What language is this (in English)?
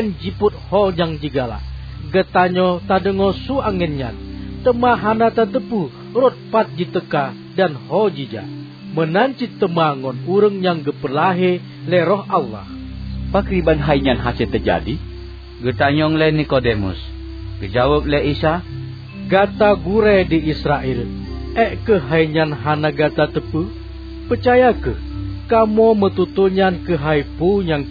Achinese